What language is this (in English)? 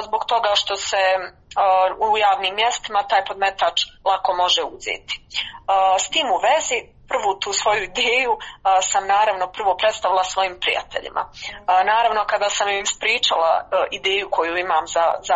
Croatian